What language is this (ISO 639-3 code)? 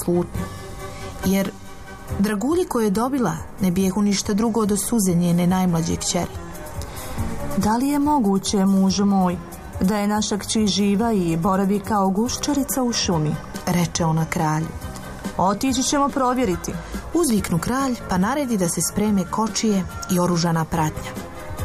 bos